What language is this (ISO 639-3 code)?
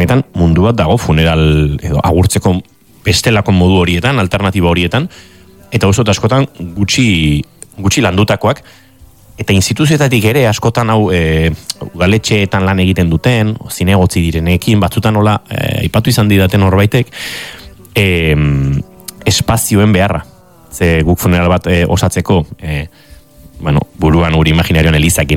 eus